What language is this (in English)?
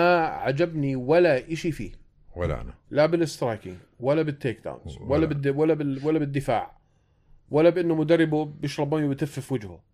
North Levantine Arabic